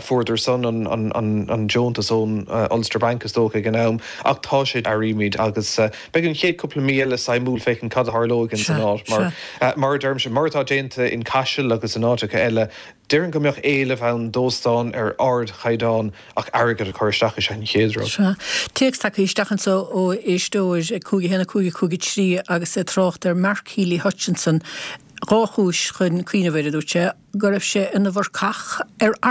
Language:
Irish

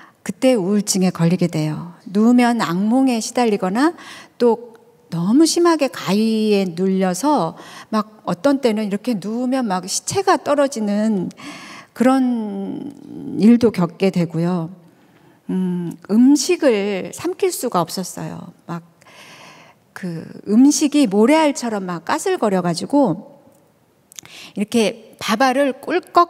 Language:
Korean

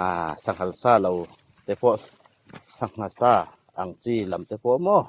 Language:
Hmar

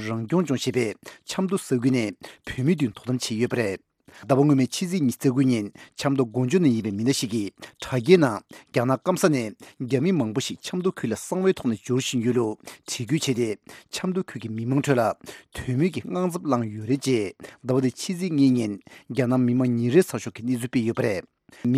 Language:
Tibetan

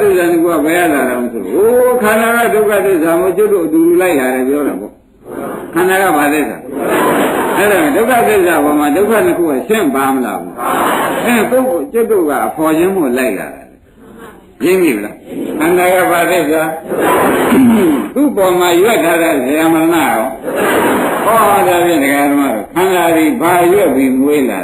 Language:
Burmese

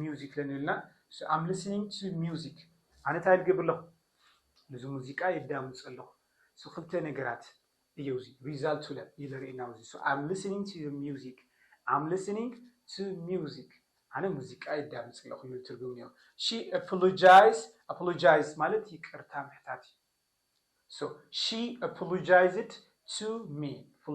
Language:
Tigrinya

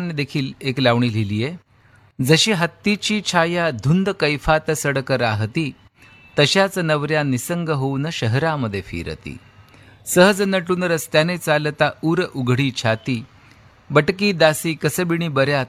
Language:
Marathi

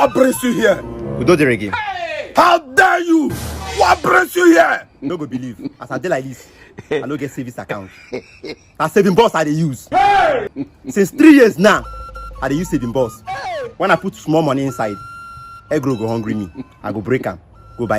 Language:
Nigerian Pidgin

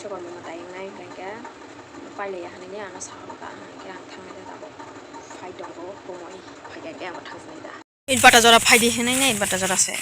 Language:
Kok Borok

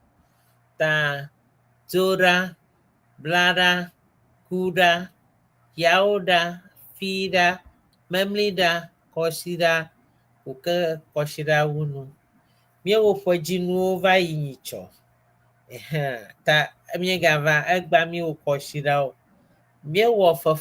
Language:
Ewe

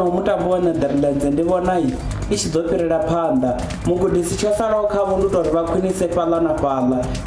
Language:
Venda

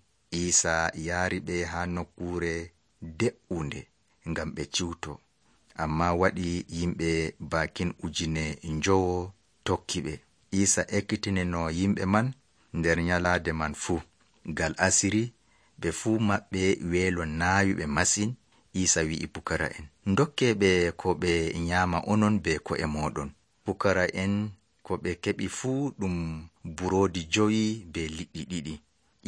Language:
Nigerian Fulfulde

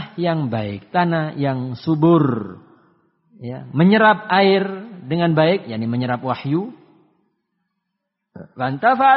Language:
Indonesian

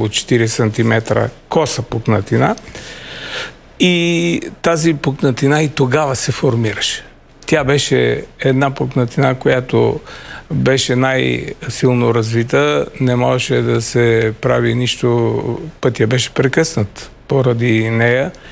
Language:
Bulgarian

